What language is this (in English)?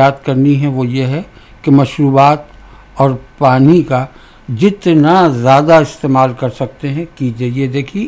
Urdu